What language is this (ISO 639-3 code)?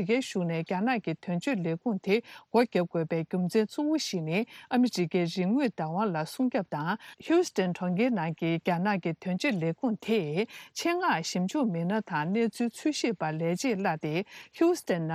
bod